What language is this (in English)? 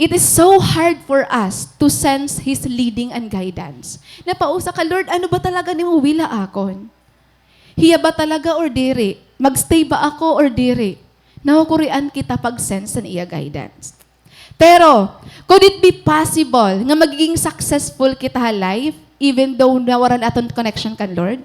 Waray